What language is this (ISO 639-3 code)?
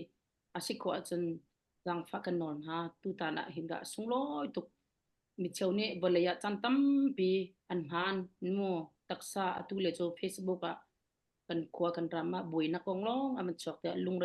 cnh